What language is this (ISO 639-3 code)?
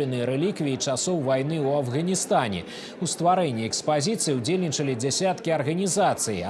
bel